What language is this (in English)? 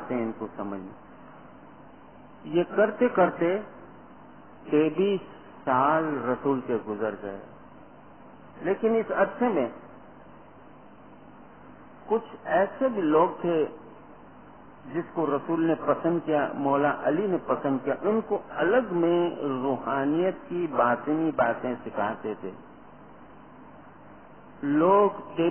Urdu